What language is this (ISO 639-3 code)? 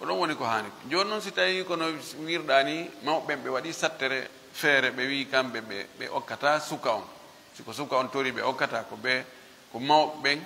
ful